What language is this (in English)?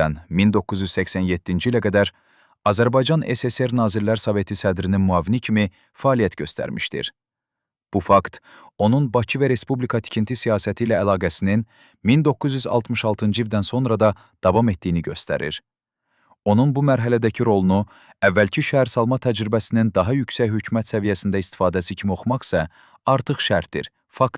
Azerbaijani